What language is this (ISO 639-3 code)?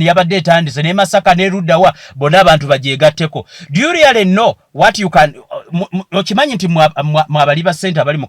lug